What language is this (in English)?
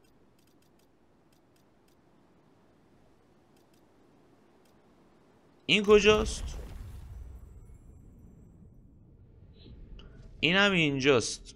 Persian